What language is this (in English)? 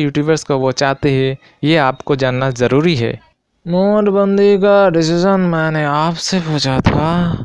Hindi